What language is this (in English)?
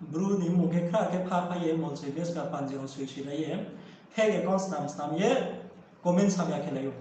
Riang (India)